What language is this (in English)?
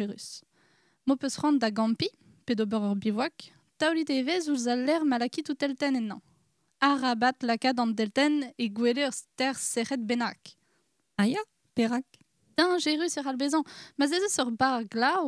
Breton